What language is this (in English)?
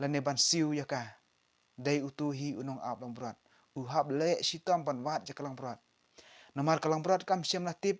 Khasi